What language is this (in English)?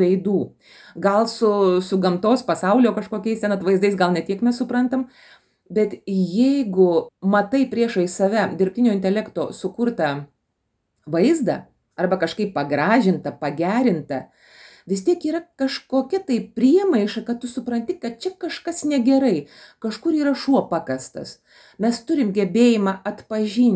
Lithuanian